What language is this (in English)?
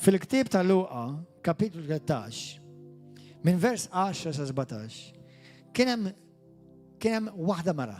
Maltese